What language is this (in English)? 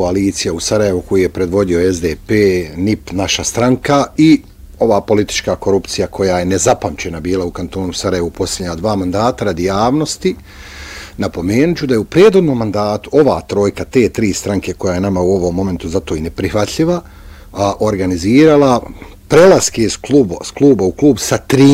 Bosnian